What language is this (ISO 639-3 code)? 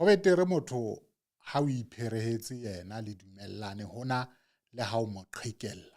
sot